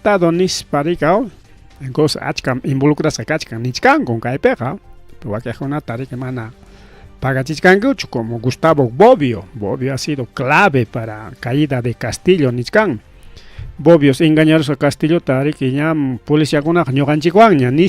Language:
Ayacucho Quechua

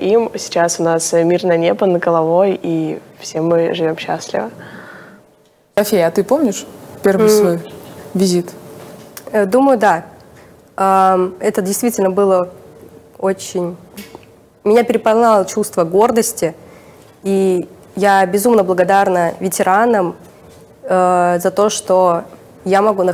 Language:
Russian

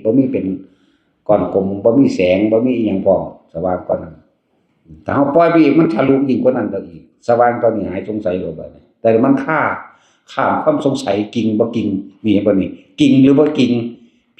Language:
Northeastern Thai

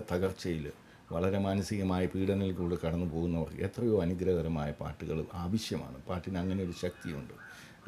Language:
Malayalam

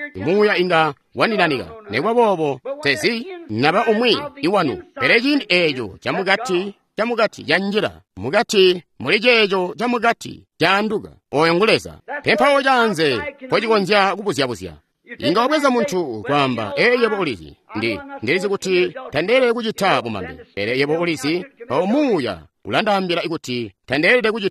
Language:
Tonga (Zambia)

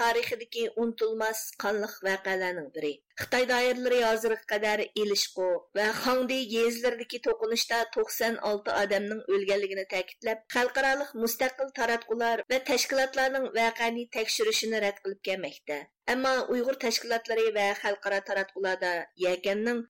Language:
Uyghur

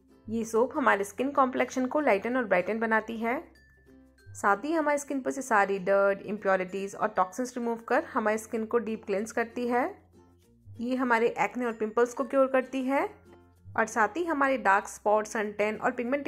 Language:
Hindi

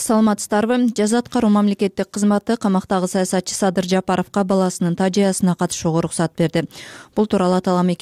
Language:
Kyrgyz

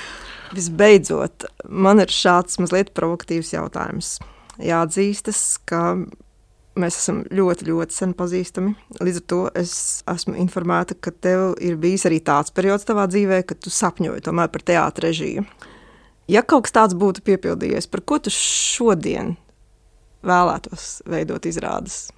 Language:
Latvian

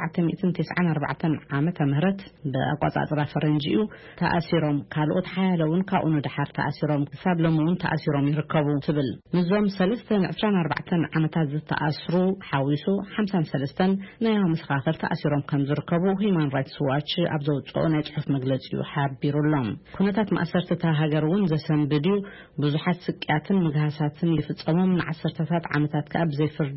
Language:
Tigrinya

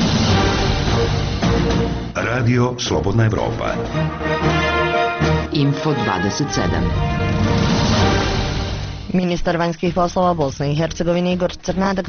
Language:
Bosnian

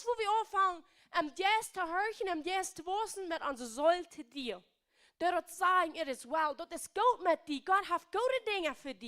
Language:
Plautdietsch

